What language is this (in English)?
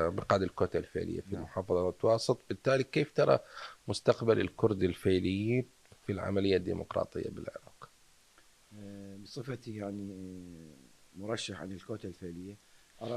Mesopotamian Arabic